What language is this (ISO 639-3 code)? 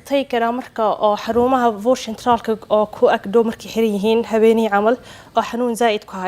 som